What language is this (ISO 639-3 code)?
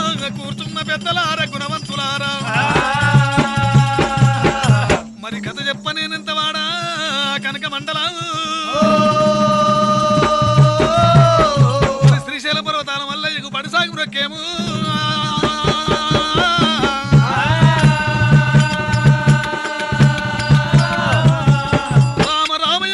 tel